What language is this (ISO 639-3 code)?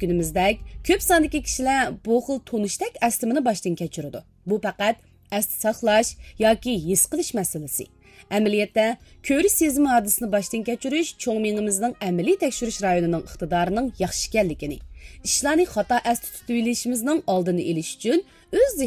uig